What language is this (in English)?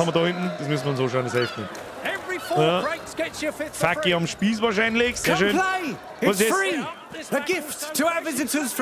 Bavarian